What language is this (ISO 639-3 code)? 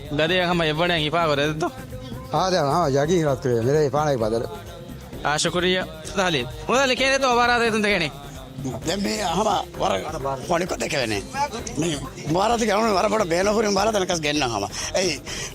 div